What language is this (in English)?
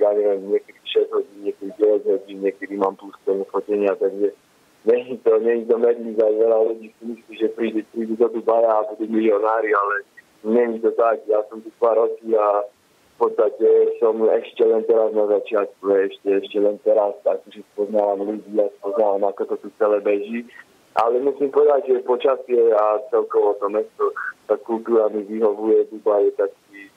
Slovak